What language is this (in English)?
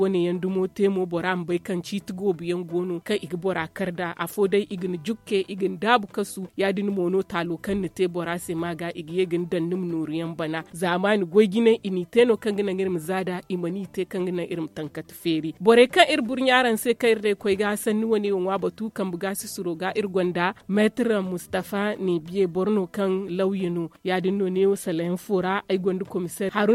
Zarma